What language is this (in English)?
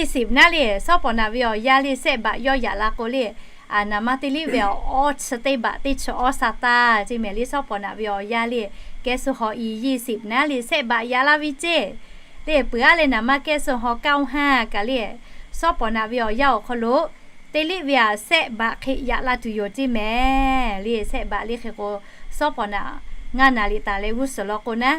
Lahu